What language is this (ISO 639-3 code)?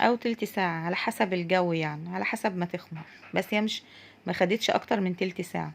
arz